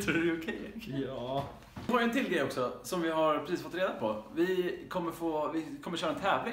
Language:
Swedish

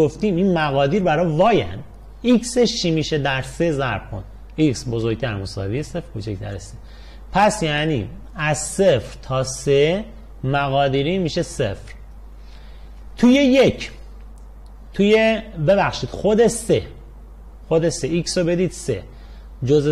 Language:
Persian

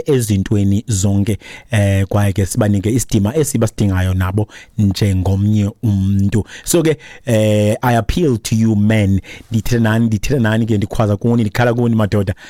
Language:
Xhosa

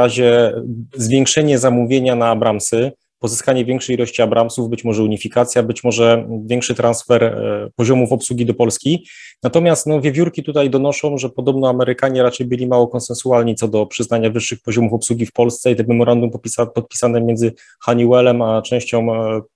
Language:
Polish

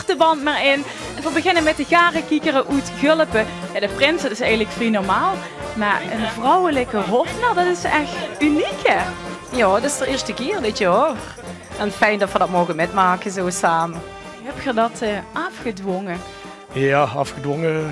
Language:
Limburgish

